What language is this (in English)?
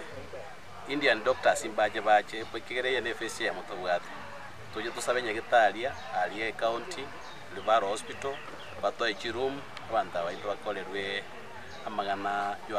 Gusii